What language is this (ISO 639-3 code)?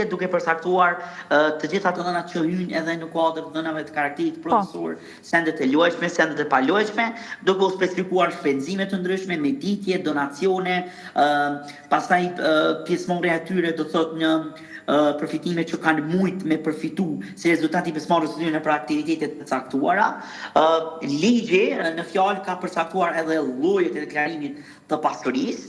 sqi